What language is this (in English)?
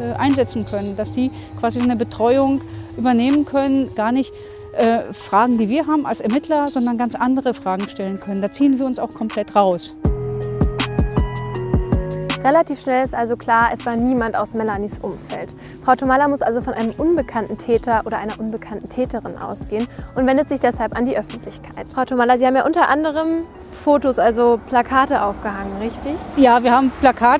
German